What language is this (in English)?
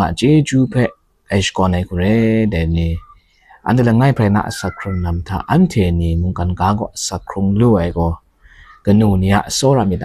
Kachin